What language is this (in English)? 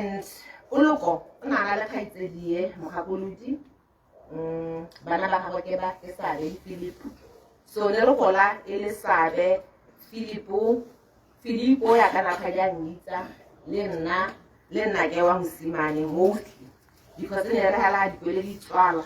Tswana